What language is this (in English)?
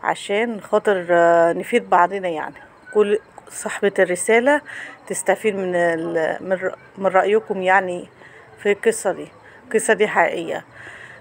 Egyptian Arabic